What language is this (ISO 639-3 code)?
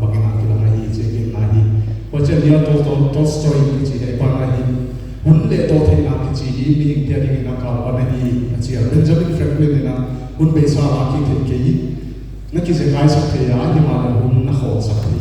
pck